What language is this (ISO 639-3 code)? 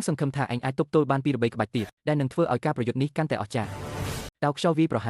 khm